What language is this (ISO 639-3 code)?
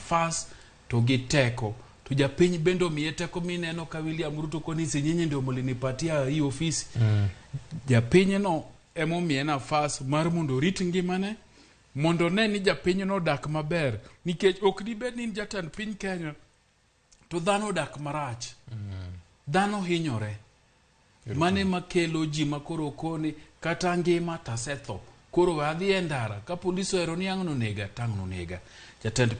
luo